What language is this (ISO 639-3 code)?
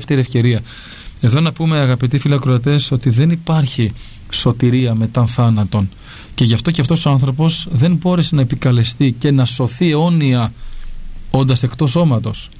ell